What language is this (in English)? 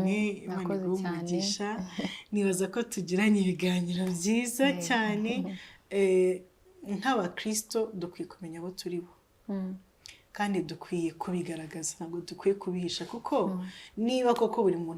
Kinyarwanda